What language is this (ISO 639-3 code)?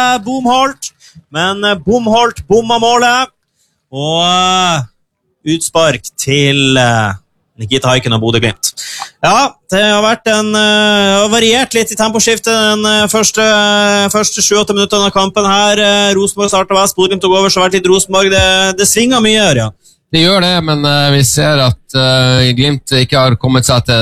nor